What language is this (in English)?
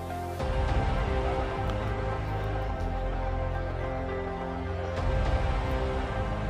Santali